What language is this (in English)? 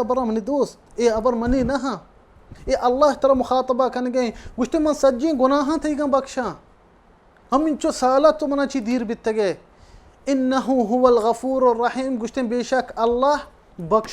Baluchi